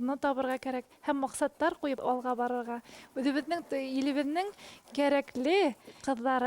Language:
Bashkir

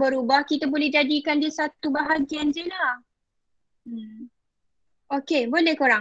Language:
Malay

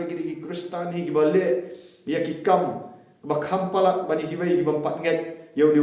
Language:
Khasi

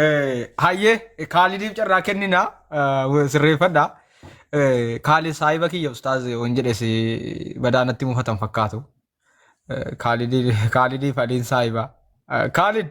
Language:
Oromo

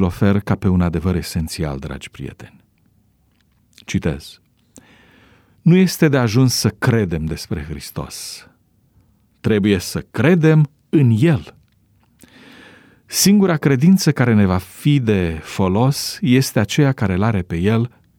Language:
Romanian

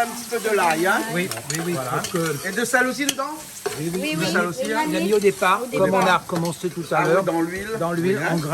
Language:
Réunion Creole French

